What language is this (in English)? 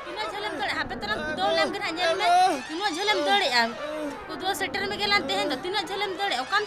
Santali